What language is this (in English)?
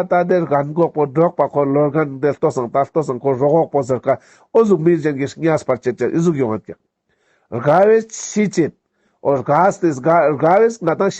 Ladakhi